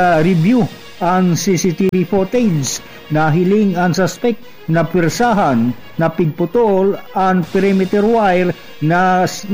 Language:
Bikol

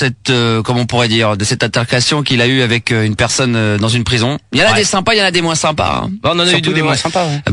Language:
French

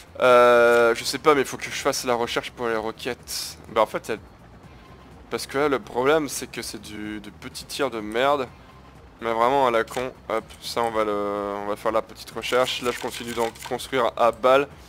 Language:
French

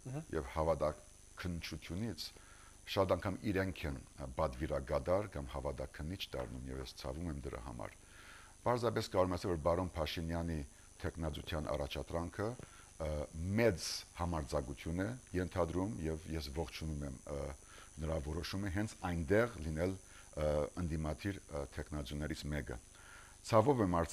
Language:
Armenian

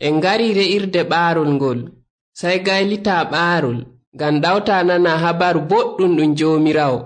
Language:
Nigerian Fulfulde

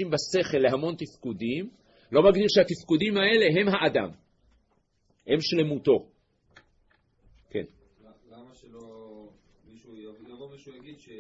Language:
Hebrew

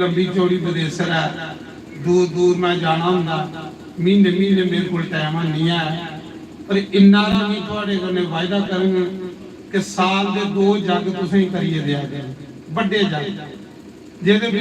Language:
Dogri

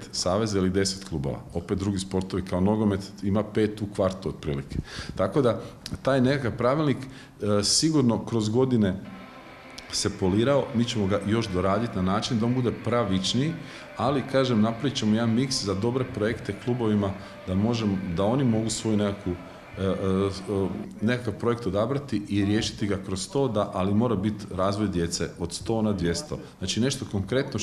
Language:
Croatian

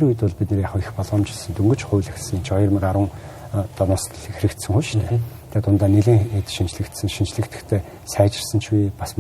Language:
Mongolian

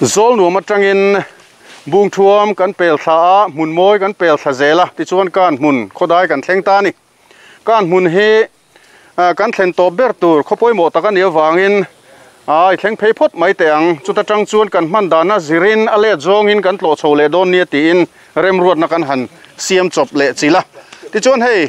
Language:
Mizo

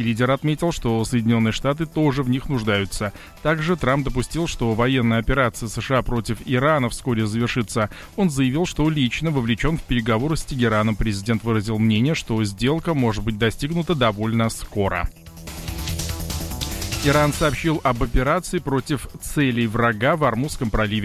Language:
Russian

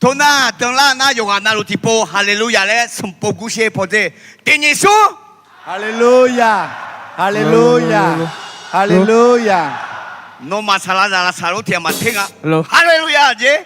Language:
Akha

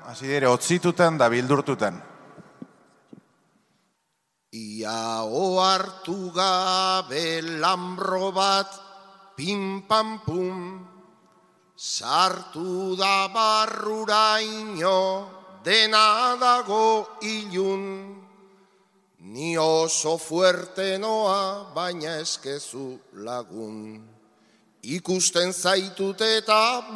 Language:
Basque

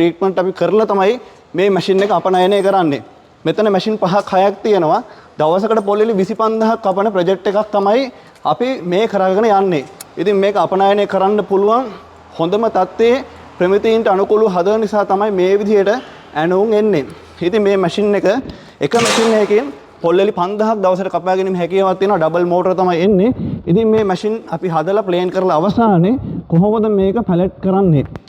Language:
Sinhala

